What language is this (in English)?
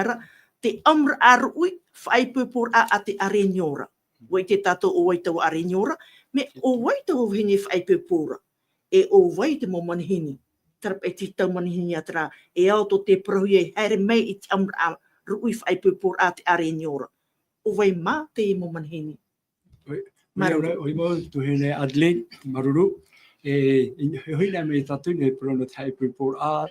Tahitian